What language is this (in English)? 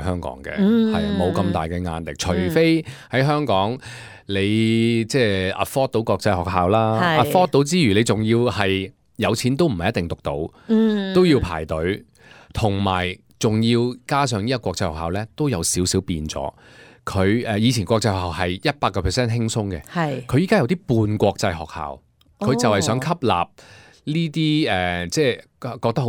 Cantonese